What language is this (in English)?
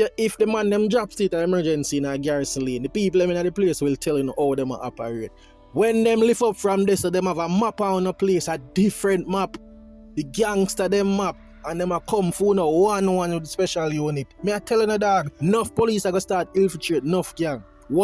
Jamaican Creole English